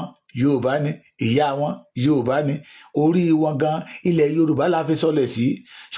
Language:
Yoruba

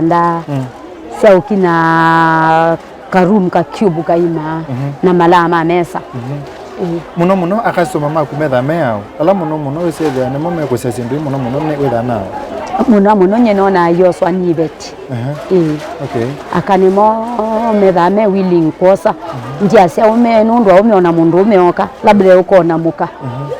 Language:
Kamba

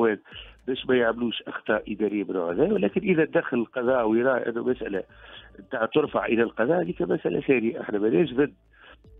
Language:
Tunisian Arabic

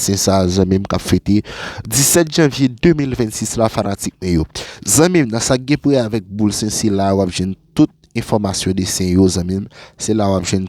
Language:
Haitian Creole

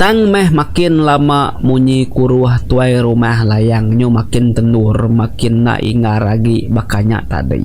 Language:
Iban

